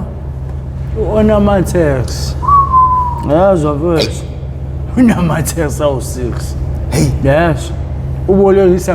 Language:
Zulu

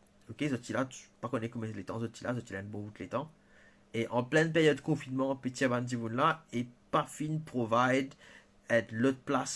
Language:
Morisyen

